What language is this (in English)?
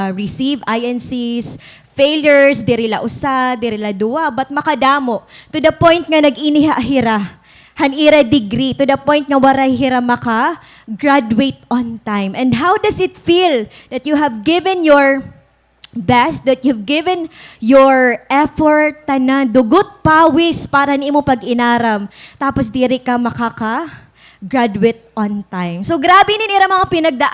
Waray